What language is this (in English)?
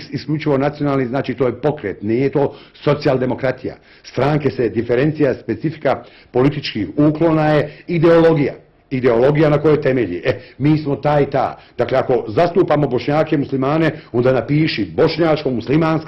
Bosnian